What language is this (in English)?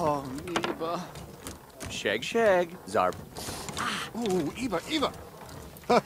Bavarian